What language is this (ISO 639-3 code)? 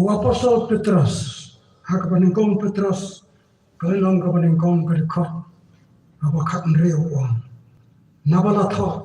kha